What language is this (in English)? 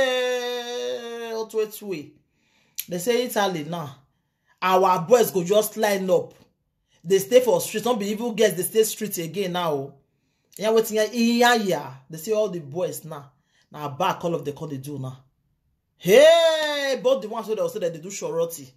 Nigerian Pidgin